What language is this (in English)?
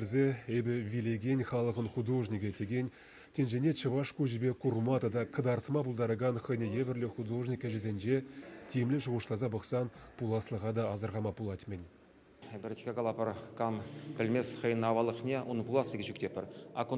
Chuvash